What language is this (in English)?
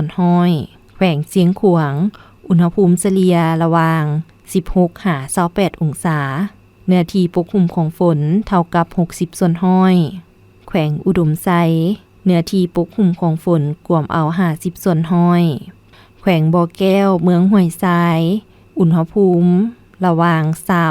Lao